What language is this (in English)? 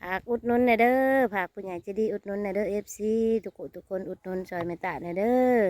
Northeastern Thai